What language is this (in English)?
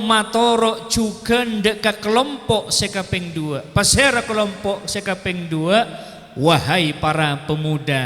Madurese